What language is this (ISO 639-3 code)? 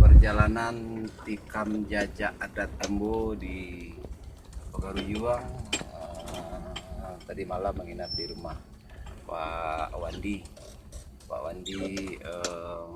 min